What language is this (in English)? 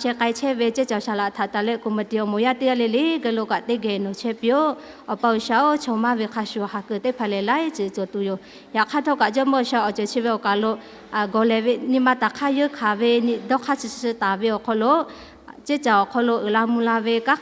Lahu